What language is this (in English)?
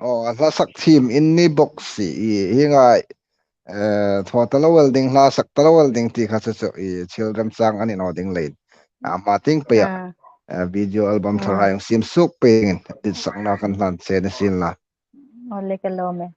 Hmar